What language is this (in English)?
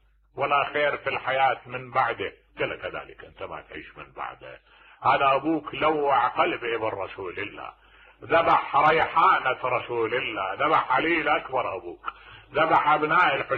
Mesopotamian Arabic